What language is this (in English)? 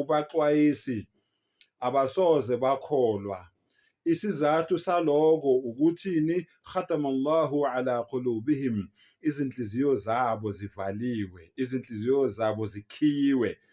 Zulu